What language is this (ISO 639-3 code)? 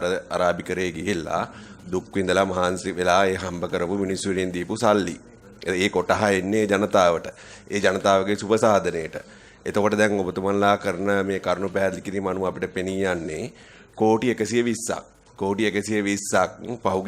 sin